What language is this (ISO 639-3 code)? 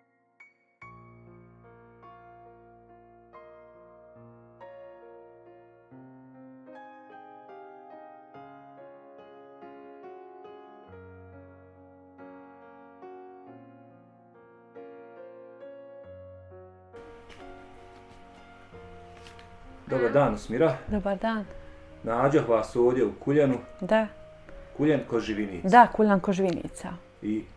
bos